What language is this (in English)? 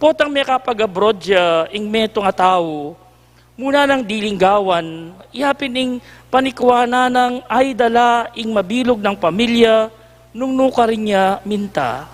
Pampanga